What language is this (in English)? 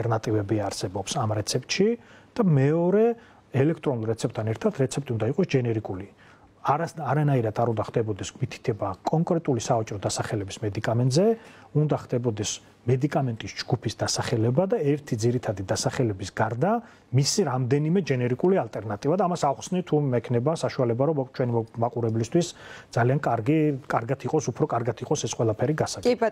Georgian